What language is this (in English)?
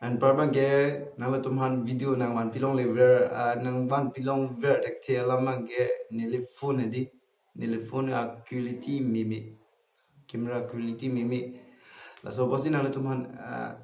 Karbi